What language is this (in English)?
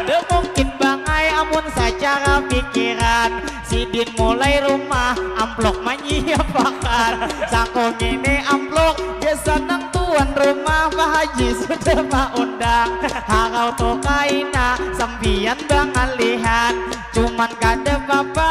Banjar